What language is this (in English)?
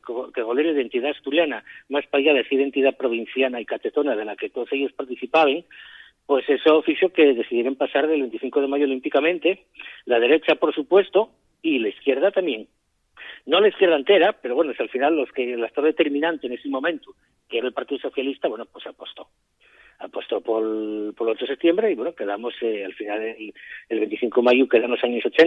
Asturian